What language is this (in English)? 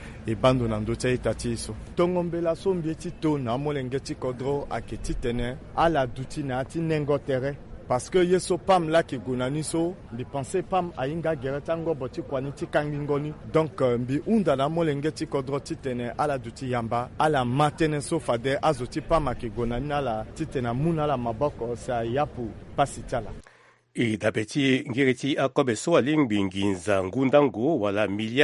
Sango